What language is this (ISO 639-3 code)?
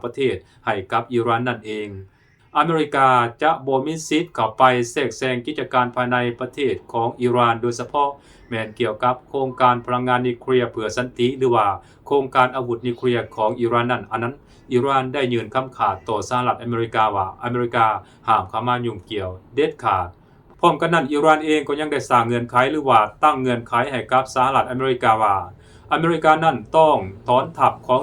lao